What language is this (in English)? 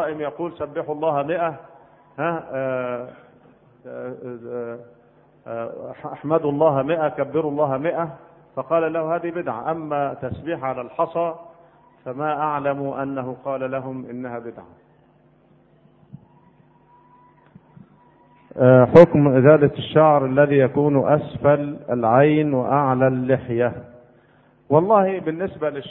Arabic